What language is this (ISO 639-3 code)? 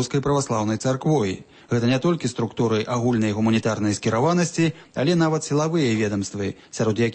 bel